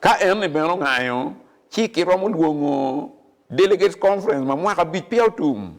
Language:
Acoli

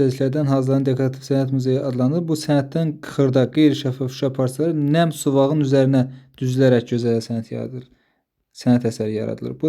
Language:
Azerbaijani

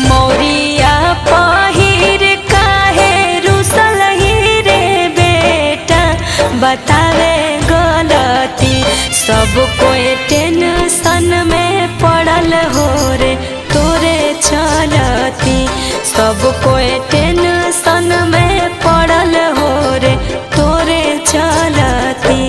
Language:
Magahi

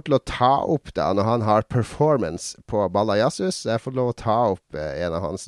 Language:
Norwegian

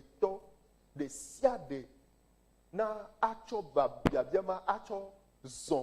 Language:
Ewe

